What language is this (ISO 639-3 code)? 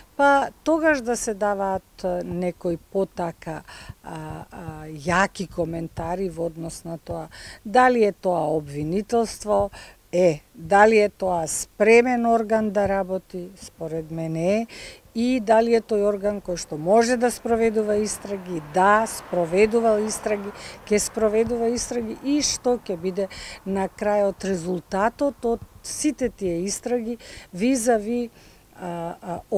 mkd